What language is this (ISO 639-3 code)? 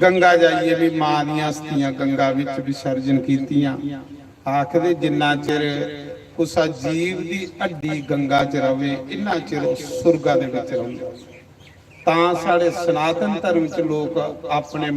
doi